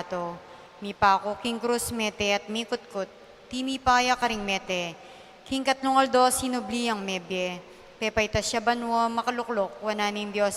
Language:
Pampanga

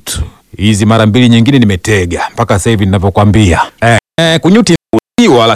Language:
Swahili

